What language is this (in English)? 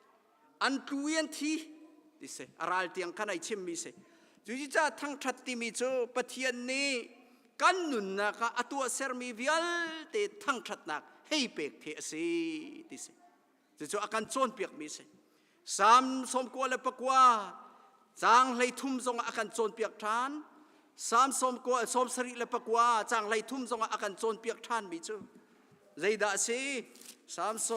Hakha Chin